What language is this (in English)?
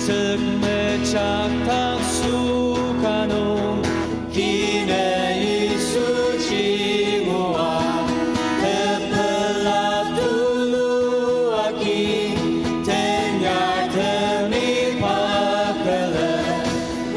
Ao Naga